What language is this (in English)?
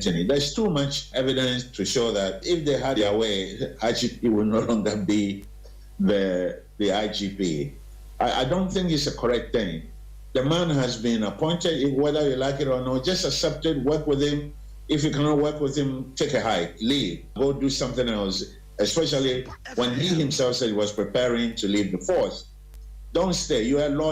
Akan